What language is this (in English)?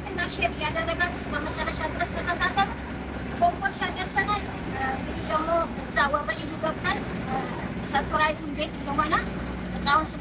Amharic